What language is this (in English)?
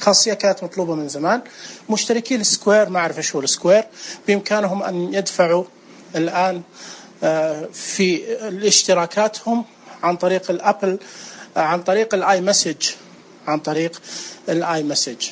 Najdi Arabic